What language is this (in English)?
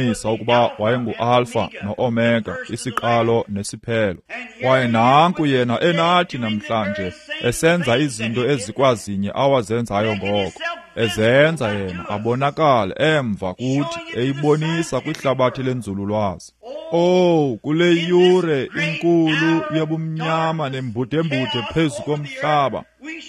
Xhosa